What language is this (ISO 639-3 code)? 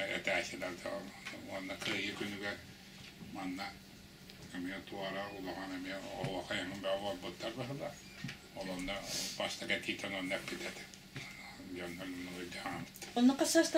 sah